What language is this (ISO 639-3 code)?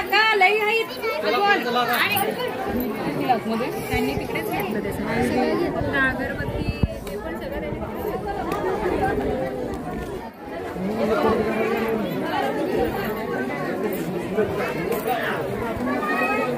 mar